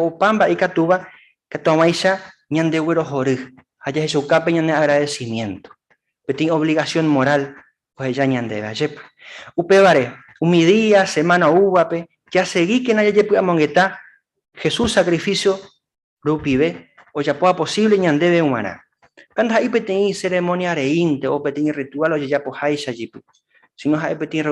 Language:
Guarani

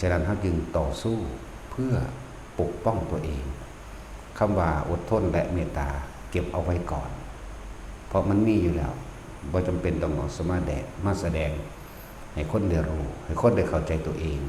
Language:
Northeastern Thai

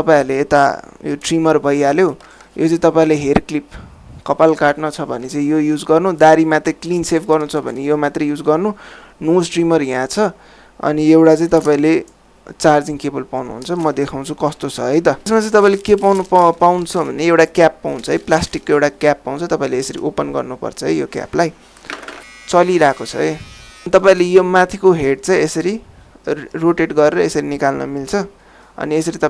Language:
Nepali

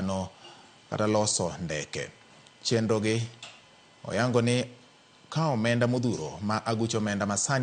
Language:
Luo (Kenya and Tanzania)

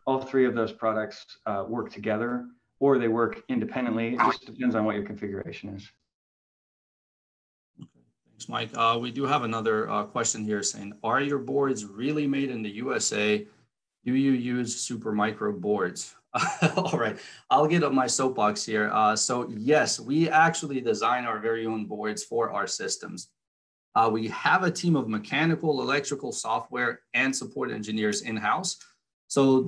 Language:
English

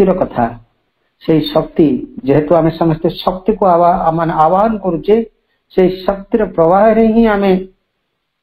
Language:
Odia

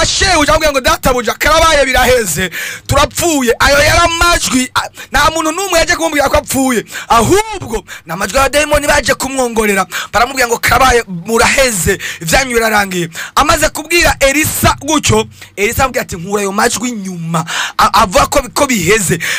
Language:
Rundi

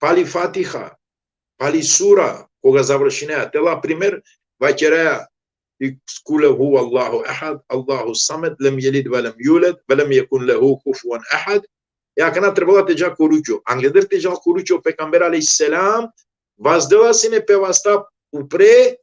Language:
Balkan Romani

